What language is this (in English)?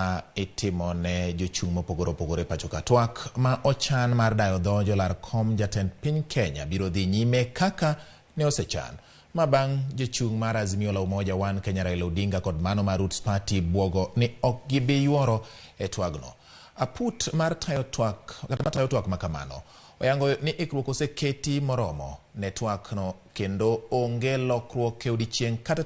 Luo (Kenya and Tanzania)